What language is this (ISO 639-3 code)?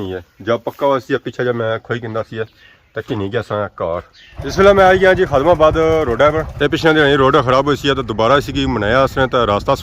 phr